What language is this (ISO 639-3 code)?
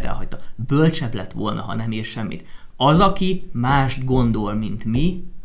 hun